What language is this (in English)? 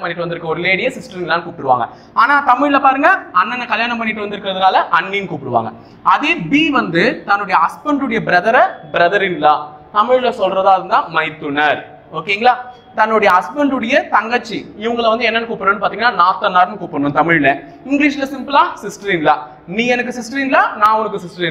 Tamil